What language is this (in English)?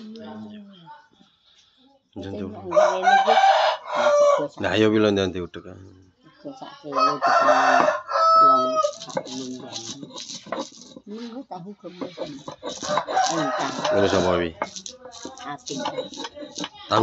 Javanese